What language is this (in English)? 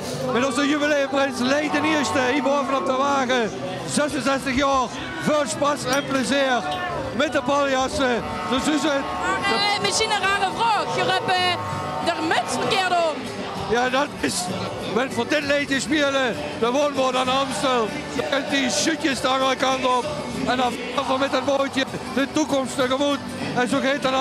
Limburgish